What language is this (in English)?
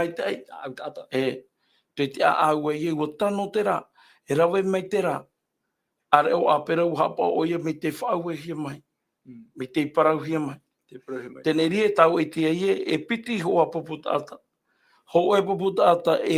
Tahitian